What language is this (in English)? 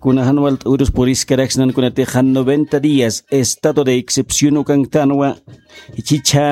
Aymara